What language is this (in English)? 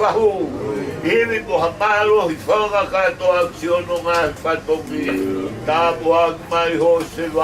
Tongan